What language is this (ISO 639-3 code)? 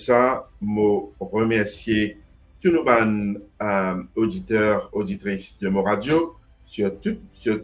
mfe